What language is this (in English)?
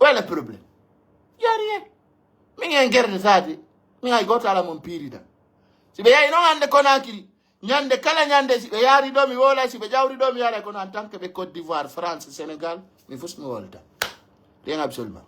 Pular